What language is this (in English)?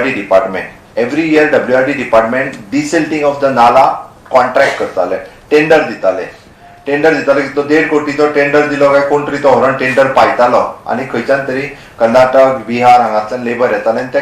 Konkani